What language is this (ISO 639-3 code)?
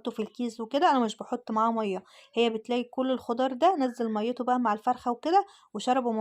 arz